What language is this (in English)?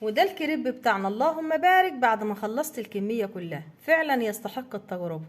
Egyptian Arabic